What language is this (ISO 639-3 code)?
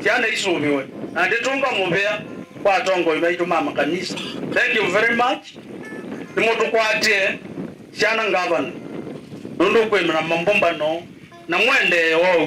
kam